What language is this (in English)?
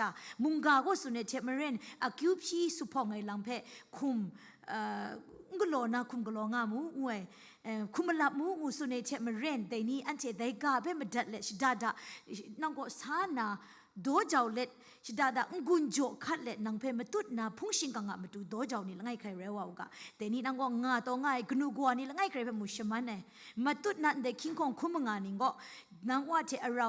Kachin